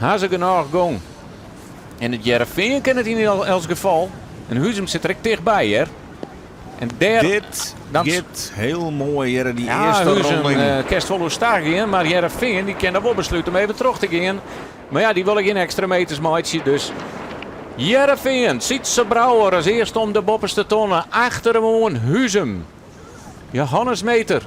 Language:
Western Frisian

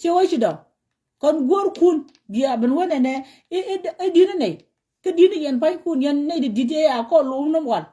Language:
Nuer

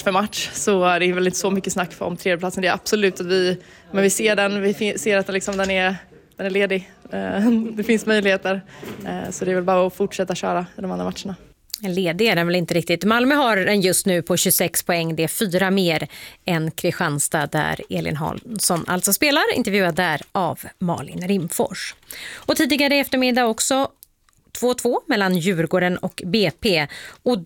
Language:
Swedish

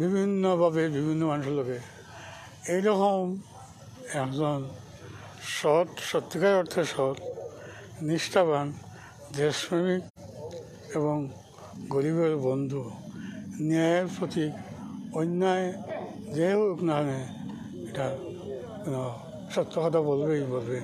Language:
Sylheti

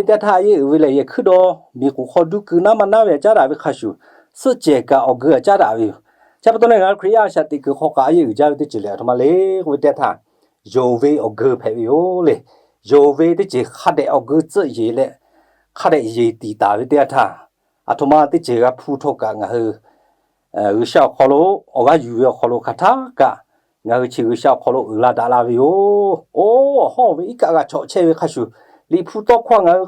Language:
Lahu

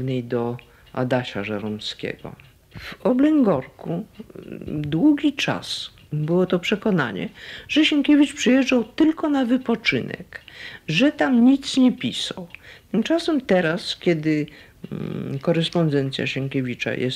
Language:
Polish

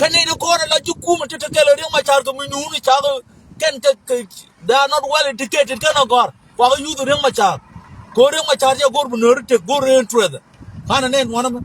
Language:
Nuer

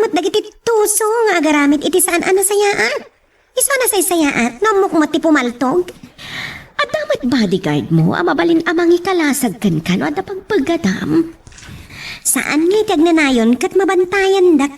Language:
Iloko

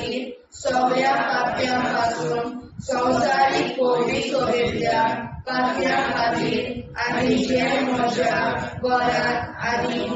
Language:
Konkani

